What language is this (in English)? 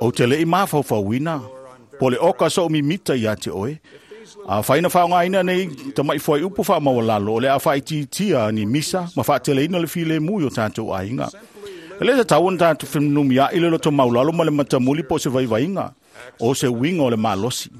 Samoan